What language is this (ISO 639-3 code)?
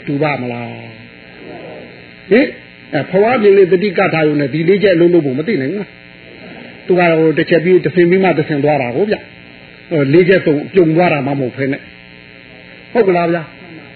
mya